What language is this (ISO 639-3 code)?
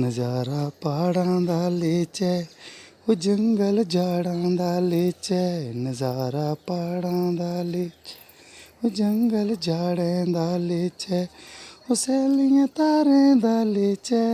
doi